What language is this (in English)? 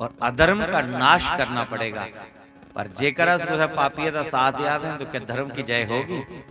Dogri